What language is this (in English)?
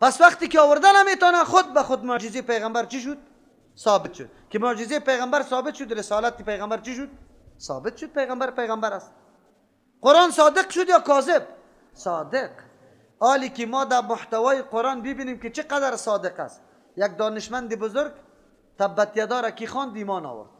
Persian